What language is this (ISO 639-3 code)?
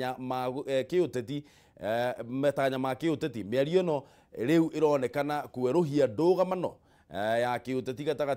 kik